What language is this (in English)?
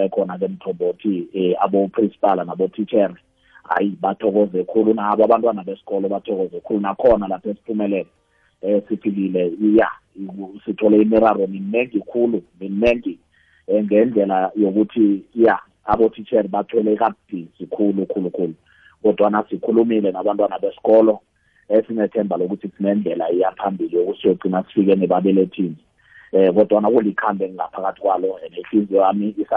South Ndebele